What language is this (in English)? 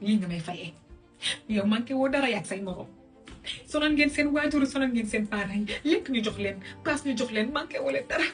Wolof